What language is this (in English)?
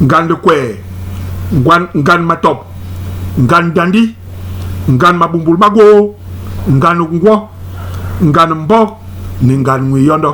Basaa